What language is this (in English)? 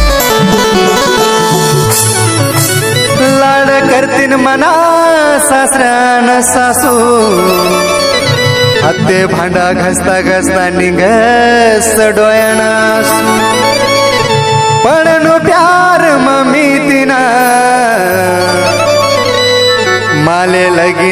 Marathi